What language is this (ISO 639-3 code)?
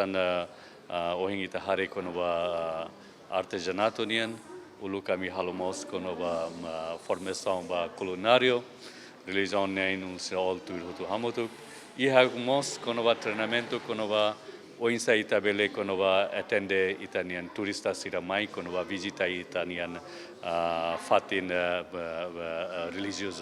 tet